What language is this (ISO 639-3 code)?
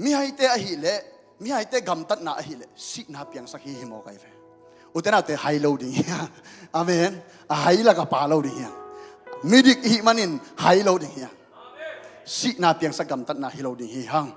ctd